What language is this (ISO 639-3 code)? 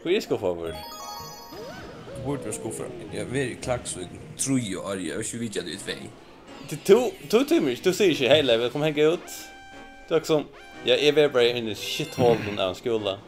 fao